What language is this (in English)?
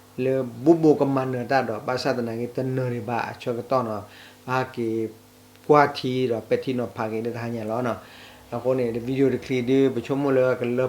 S'gaw Karen